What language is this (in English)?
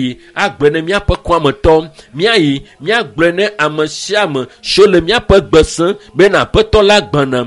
Ewe